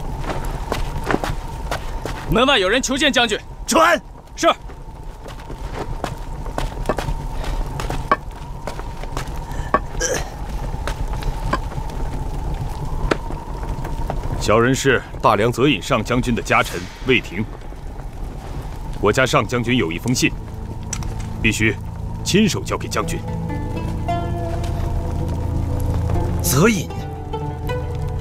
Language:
Chinese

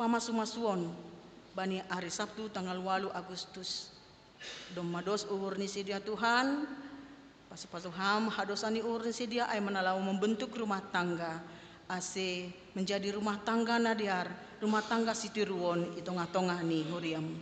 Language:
Batak Simalungun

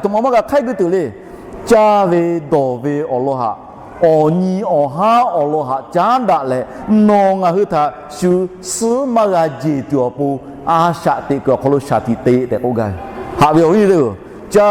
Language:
Lahu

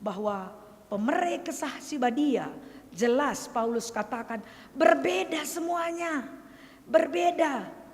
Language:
Batak Karo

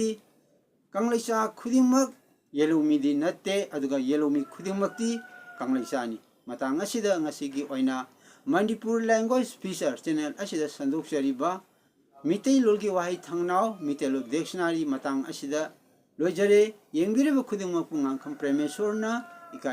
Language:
Manipuri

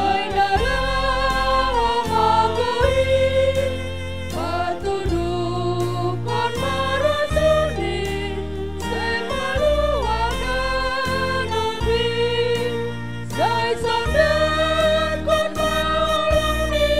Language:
Batak Simalungun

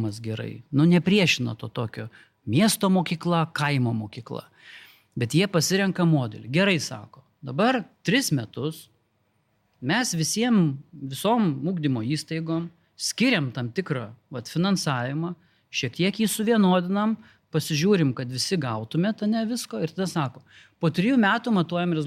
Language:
Lithuanian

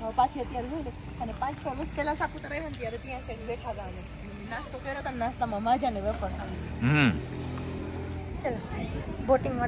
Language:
Gujarati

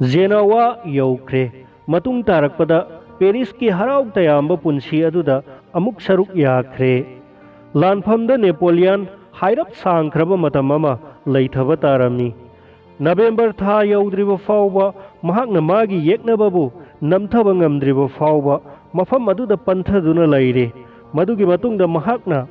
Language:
Manipuri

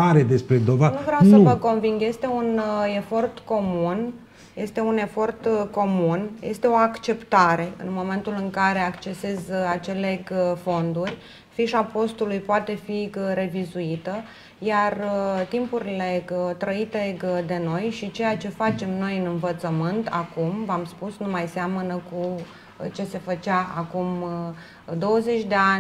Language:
Romanian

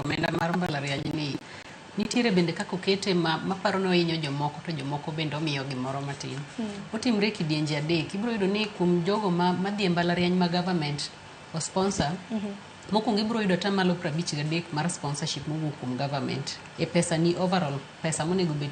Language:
Luo (Kenya and Tanzania)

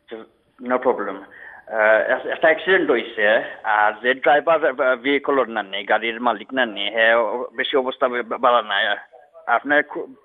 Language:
Bangla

